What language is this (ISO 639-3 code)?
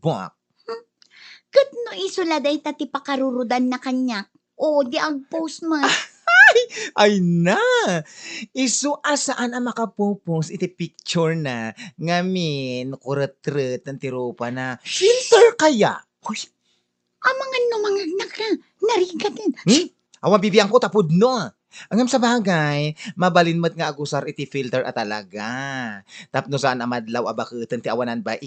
ilo